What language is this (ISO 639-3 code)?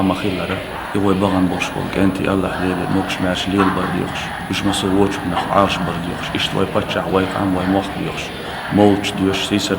che